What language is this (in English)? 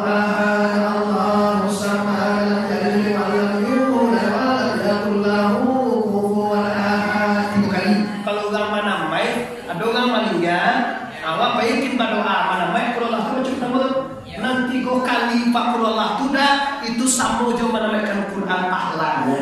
Minangkabau